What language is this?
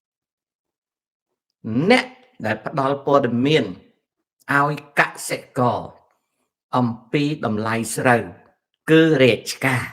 Khmer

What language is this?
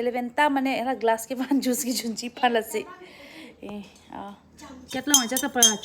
Karbi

